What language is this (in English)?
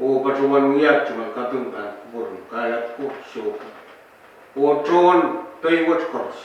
Pohnpeian